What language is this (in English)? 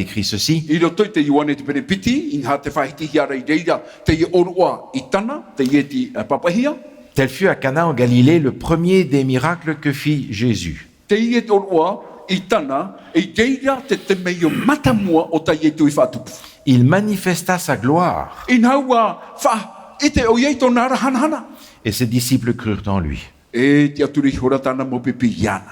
Tahitian